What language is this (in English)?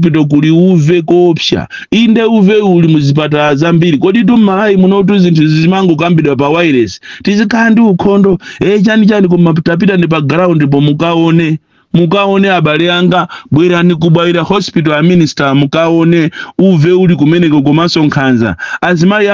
Nyanja